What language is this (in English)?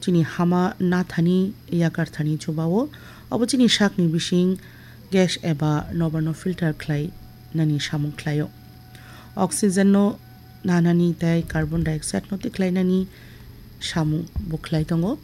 Kok Borok